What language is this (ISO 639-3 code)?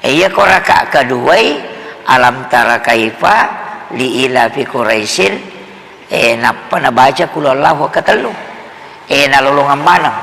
bug